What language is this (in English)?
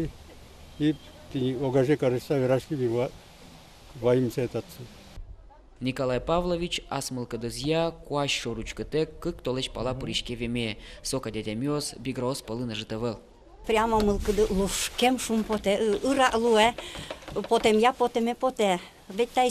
Udmurt